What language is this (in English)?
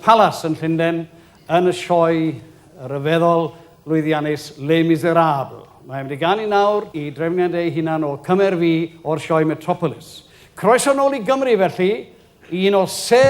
Welsh